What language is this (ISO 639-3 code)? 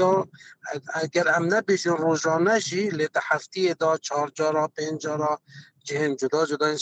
kur